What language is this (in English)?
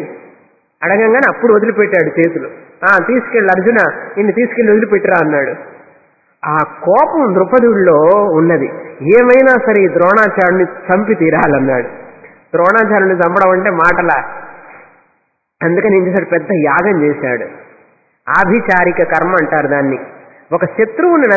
Telugu